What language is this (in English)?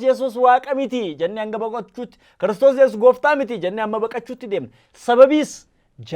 Oromo